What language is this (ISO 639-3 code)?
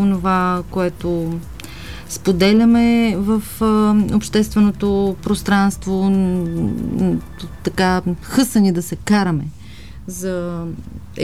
bul